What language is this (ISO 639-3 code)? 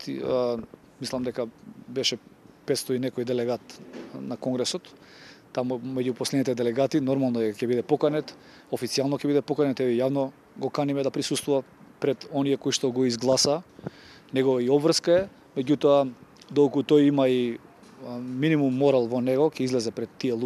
mkd